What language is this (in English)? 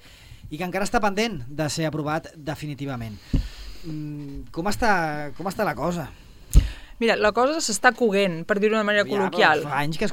Catalan